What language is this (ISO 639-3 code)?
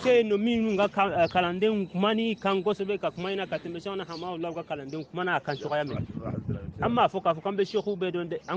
bam